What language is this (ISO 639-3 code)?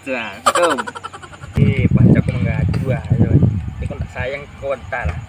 min